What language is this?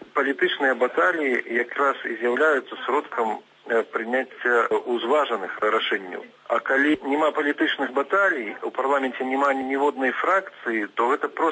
Belarusian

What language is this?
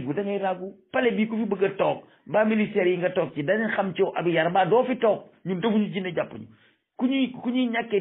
Wolof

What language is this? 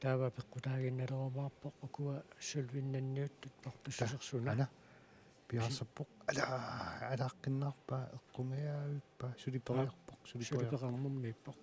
Kalaallisut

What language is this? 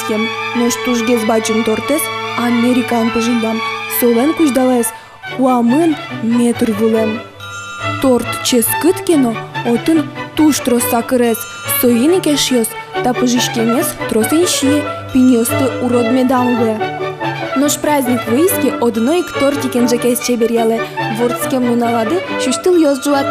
Udmurt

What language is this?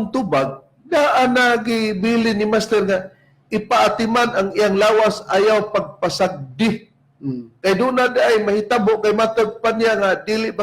Cebuano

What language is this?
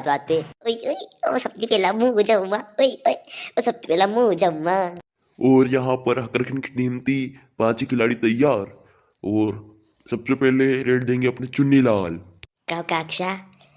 Rajasthani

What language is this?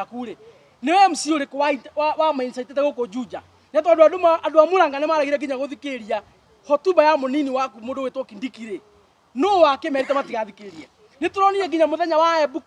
Kikuyu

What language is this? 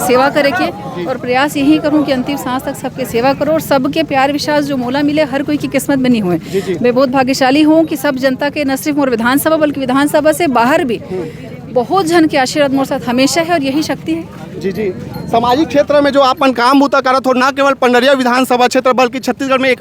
Chhattisgarhi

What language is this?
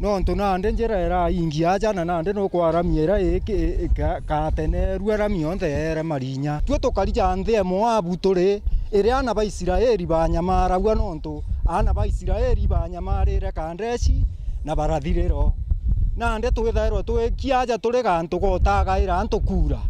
Meru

